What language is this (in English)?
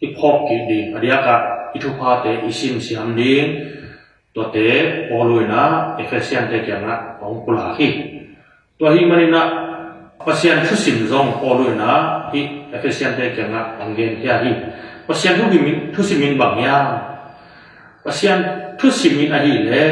Tedim Chin